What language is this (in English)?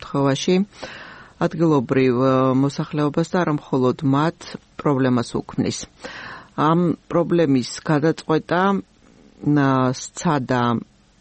Georgian